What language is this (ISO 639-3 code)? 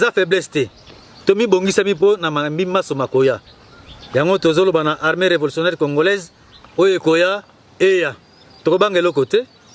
lin